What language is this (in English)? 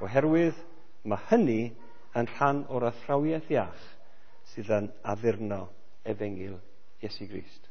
Welsh